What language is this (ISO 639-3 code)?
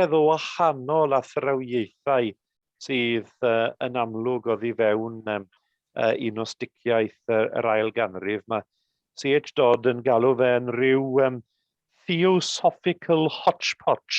cym